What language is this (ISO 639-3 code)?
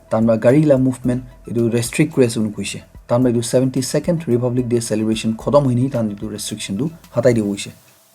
nag